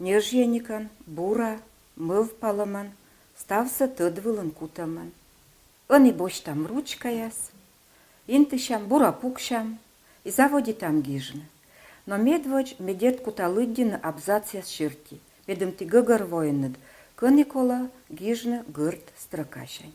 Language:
Komi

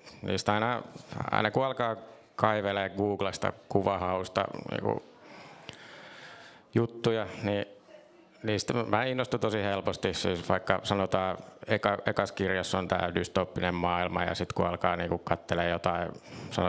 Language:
Finnish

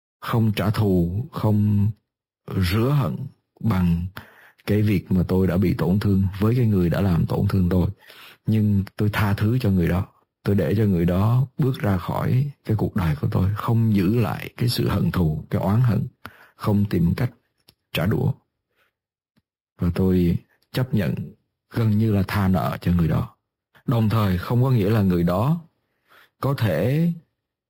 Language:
Vietnamese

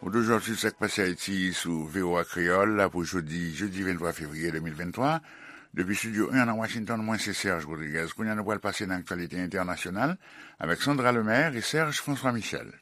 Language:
Haitian Creole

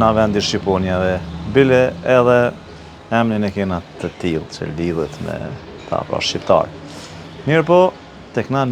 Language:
Albanian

